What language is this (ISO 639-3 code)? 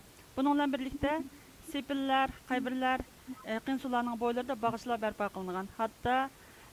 uig